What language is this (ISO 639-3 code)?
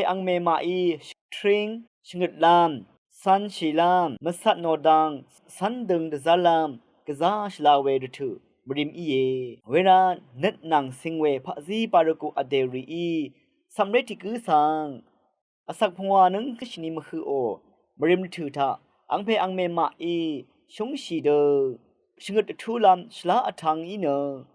raw